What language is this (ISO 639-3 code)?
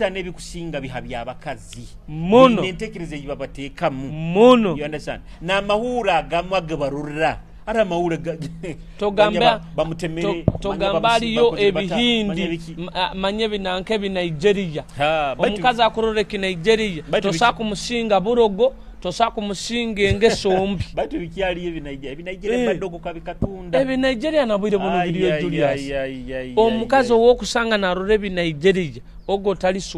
nyo